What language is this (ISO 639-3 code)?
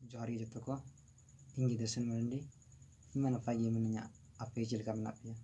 sat